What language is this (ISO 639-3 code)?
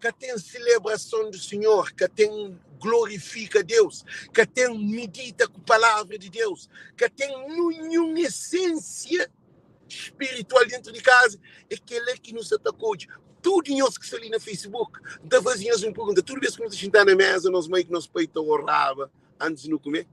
kea